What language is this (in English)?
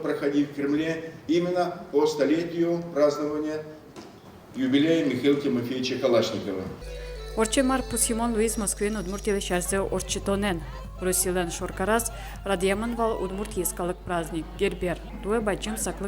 Udmurt